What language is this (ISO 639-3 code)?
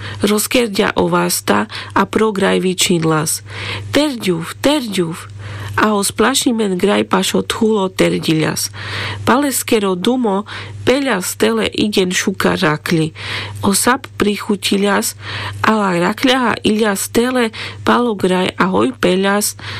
rmc